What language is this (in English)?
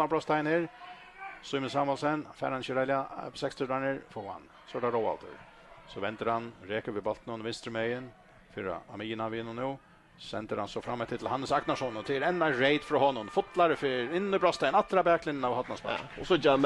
Faroese